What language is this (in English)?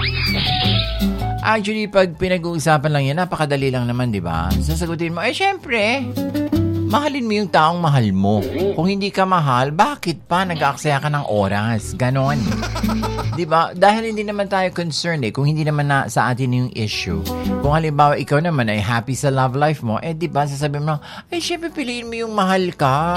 Filipino